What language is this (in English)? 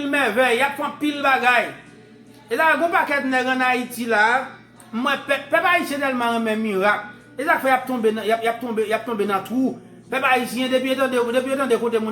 Haitian Creole